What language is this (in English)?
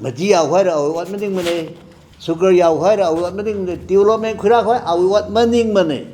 Tangkhul Naga (India)